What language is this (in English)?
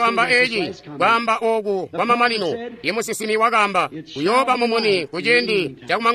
Tonga (Zambia)